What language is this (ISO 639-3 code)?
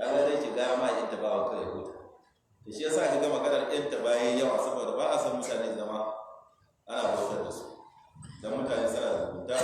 hau